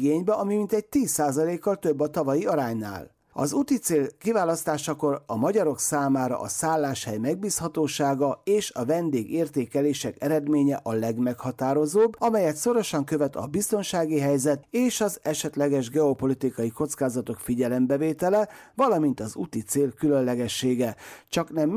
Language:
Hungarian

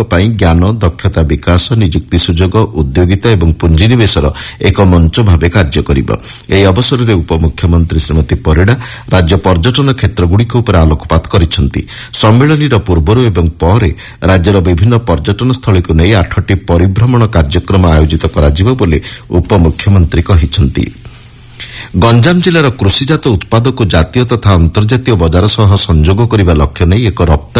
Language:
Odia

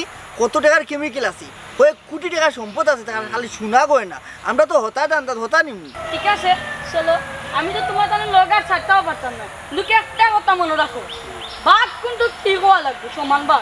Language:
Sylheti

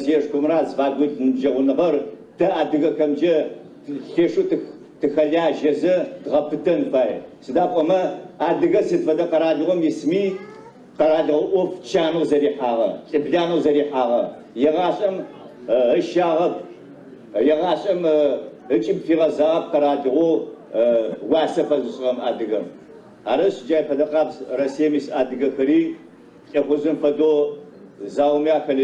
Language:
Adyghe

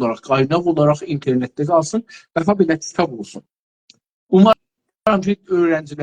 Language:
South Azerbaijani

